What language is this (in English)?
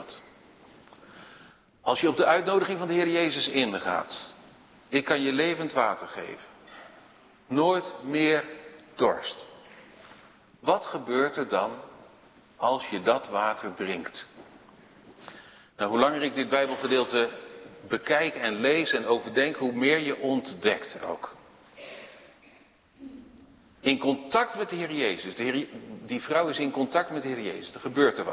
Dutch